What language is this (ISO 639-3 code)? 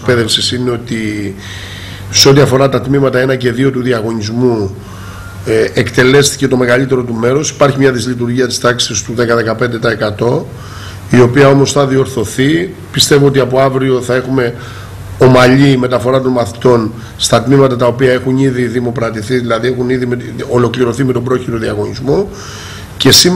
ell